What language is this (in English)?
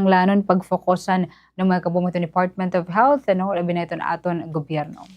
Waray